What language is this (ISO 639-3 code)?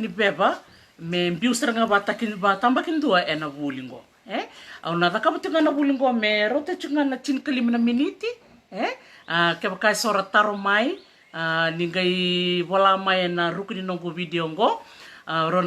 fij